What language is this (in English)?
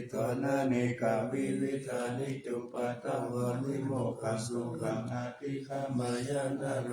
Pali